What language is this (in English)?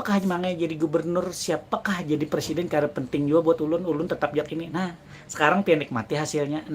Banjar